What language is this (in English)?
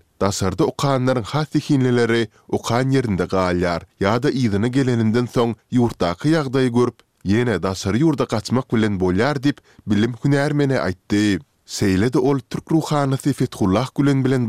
Turkmen